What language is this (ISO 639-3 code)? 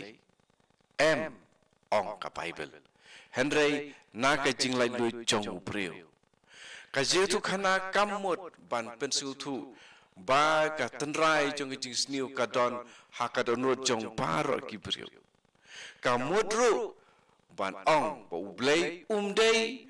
kha